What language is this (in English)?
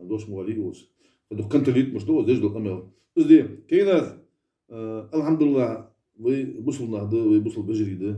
Ingush